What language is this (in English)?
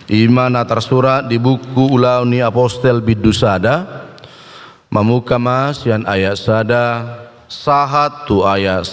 Batak Toba